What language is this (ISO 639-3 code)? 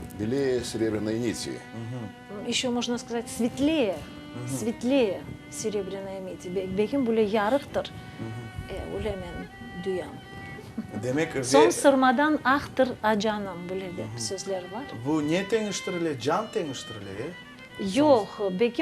crh